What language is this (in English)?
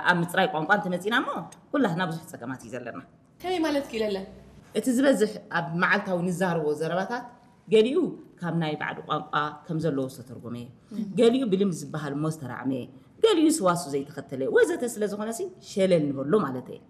Tigrinya